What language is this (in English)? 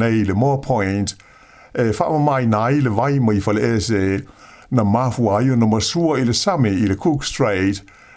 Samoan